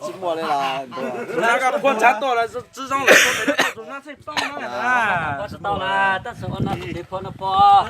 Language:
Hmong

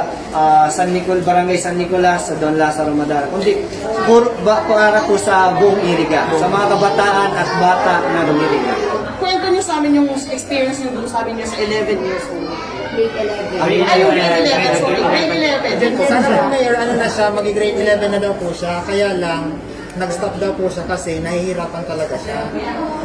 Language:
Bikol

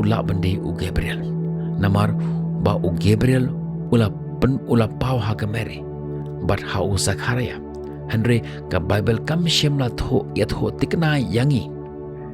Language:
Khasi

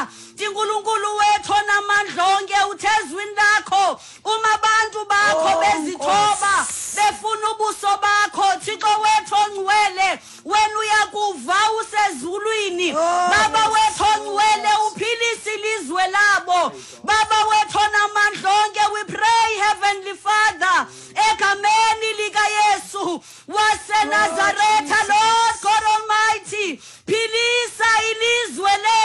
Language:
Xhosa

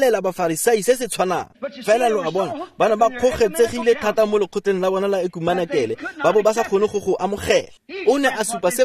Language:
Tswana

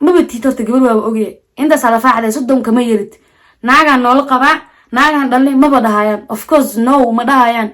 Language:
Somali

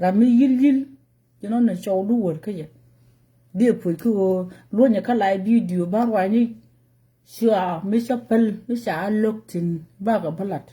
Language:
Nuer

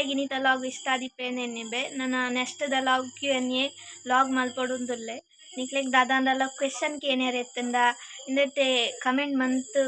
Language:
Tulu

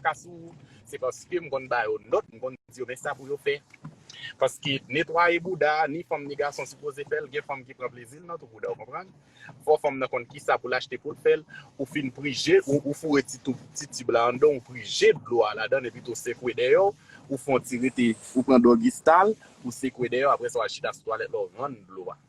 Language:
Haitian Creole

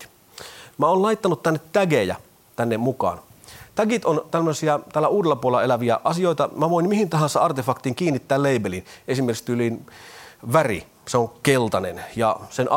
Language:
Finnish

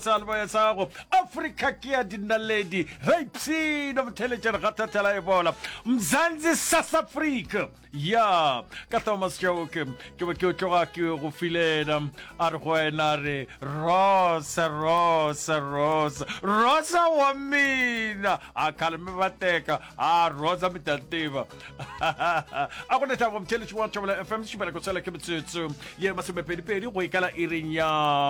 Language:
Northern Sotho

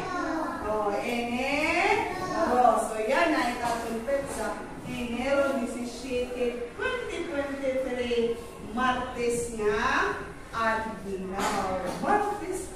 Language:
Waray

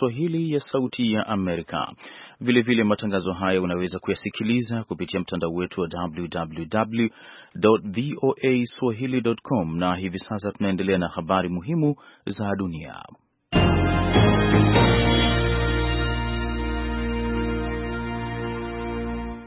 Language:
Swahili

